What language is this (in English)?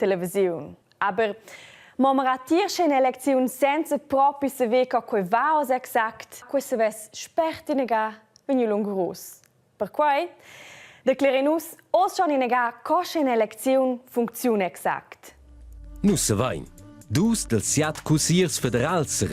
Romansh